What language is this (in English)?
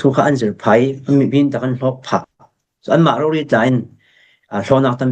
Falam Chin